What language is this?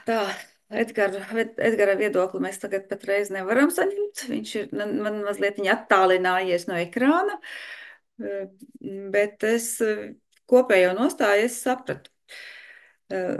Latvian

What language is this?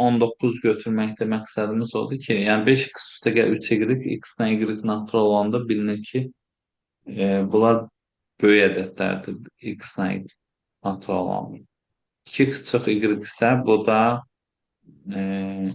Azerbaijani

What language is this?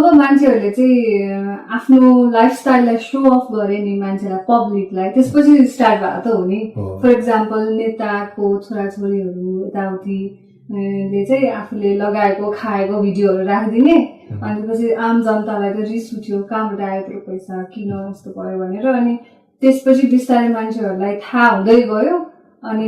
Nepali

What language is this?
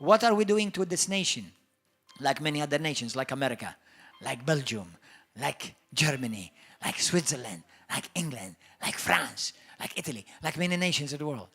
English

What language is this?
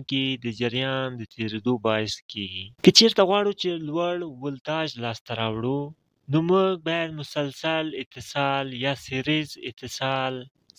Pashto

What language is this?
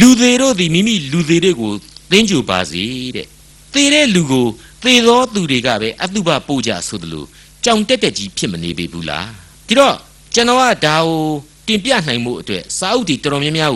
Burmese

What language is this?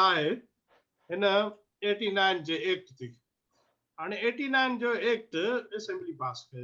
Sindhi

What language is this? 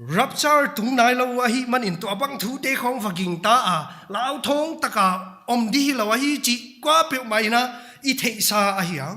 Paite Chin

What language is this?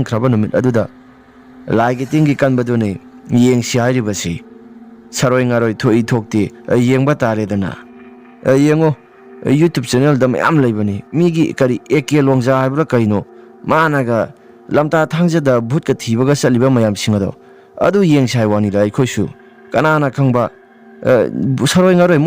Manipuri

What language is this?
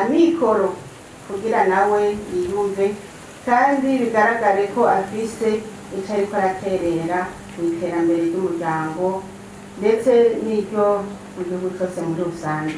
Rundi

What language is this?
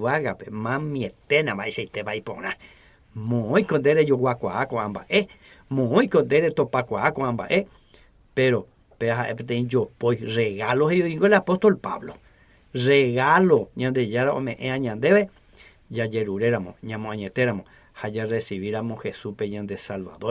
Guarani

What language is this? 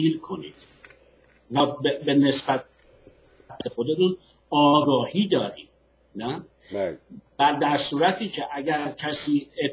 Persian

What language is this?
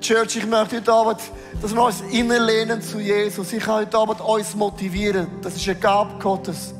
Swiss German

